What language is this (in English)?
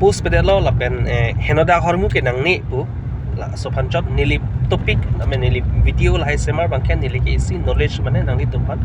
Karbi